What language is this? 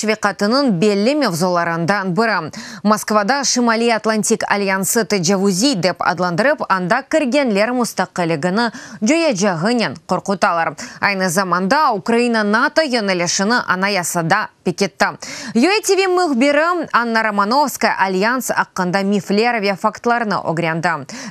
Crimean Tatar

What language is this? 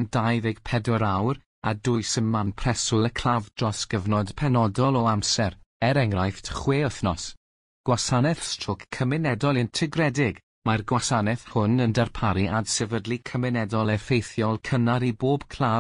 Welsh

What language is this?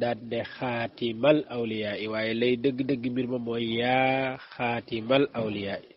Wolof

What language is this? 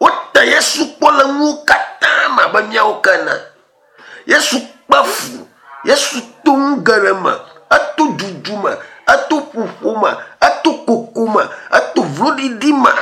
Ewe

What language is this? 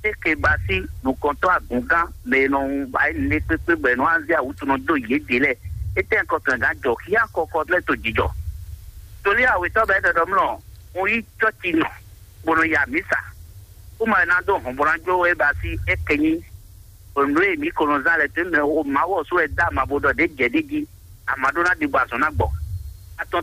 Fon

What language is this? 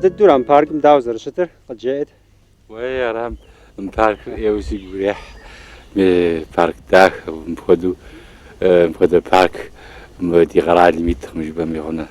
Kabardian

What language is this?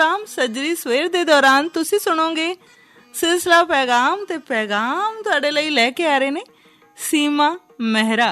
Punjabi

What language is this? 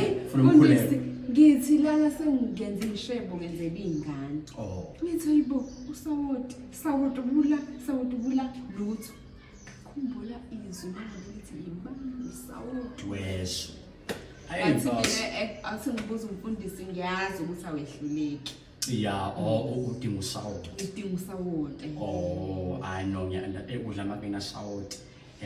Zulu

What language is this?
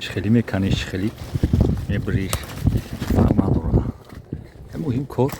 Tajik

